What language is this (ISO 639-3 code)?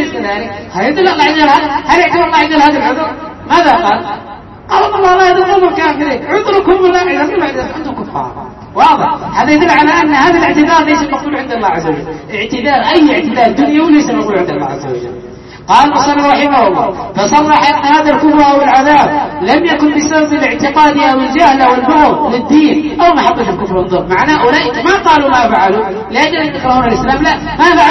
ara